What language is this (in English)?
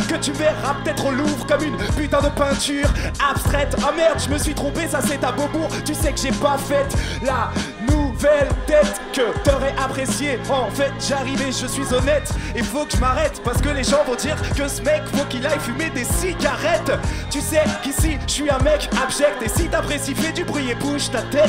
French